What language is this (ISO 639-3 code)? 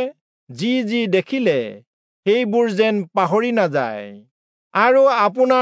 asm